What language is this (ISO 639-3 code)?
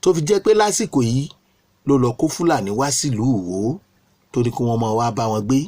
yor